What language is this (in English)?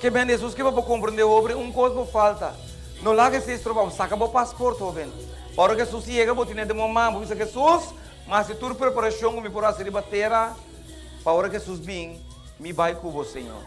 Papiamento